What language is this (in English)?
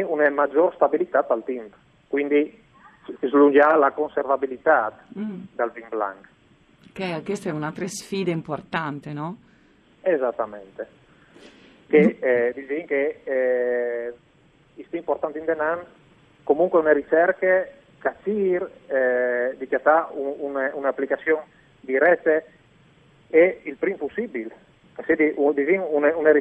Friulian